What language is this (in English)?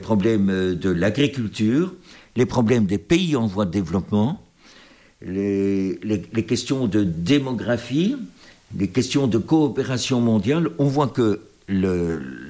French